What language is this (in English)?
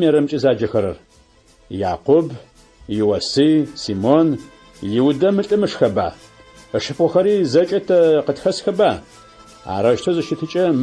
Adyghe